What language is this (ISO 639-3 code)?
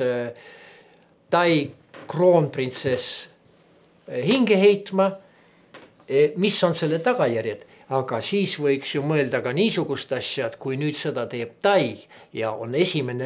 est